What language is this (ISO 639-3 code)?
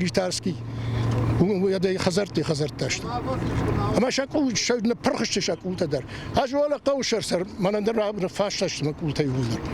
oss